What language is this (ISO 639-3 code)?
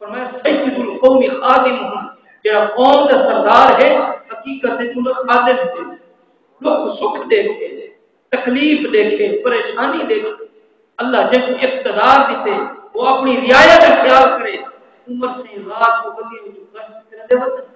skr